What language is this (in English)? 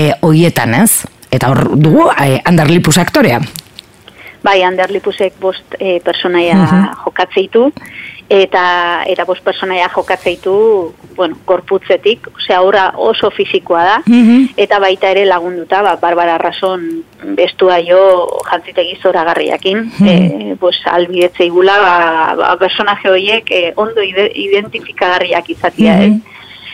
Basque